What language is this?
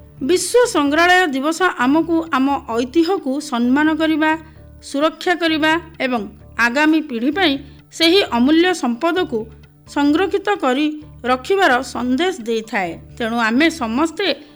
Odia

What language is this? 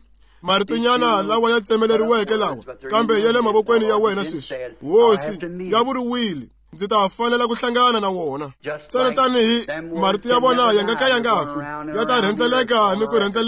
Tsonga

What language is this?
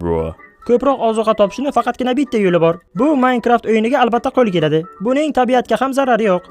Uzbek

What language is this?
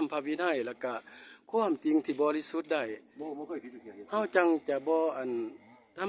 Northeastern Thai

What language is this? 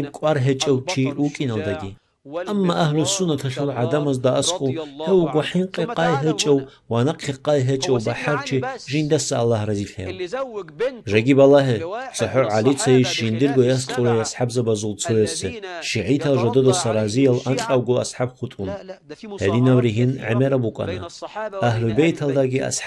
Avaric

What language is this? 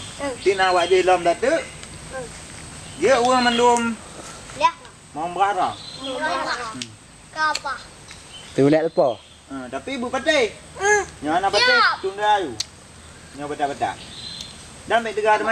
Achinese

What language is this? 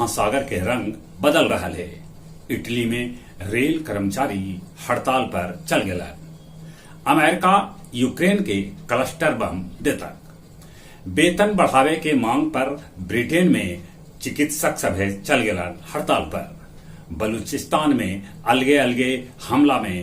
Magahi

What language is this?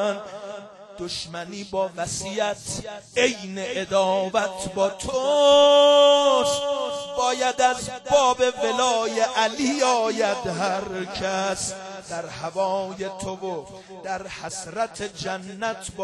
Persian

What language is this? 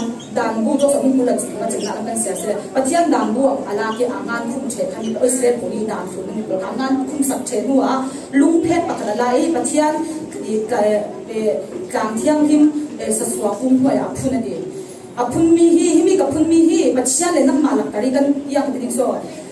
Falam Chin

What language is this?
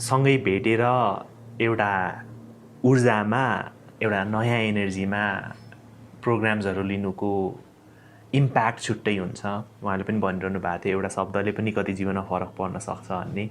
Nepali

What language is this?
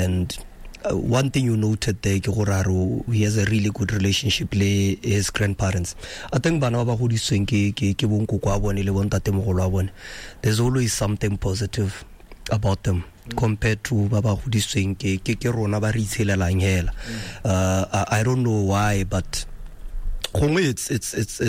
Tswana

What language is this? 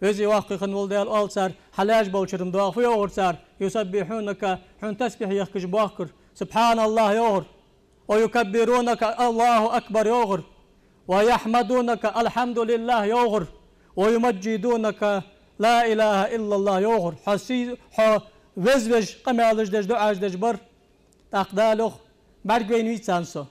Ingush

